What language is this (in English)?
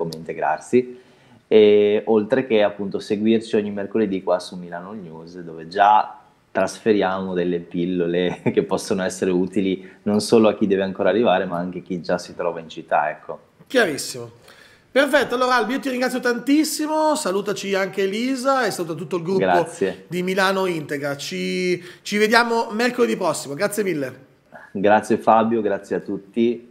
Italian